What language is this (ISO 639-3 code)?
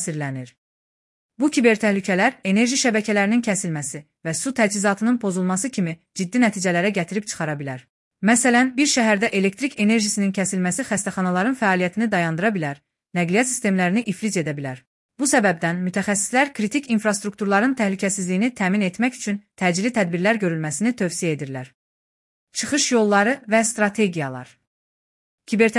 aze